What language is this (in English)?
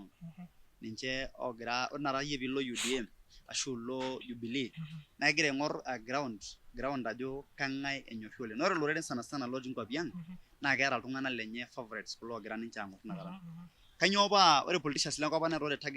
Masai